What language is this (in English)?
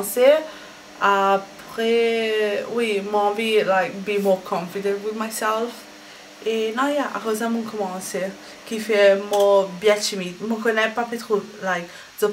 Morisyen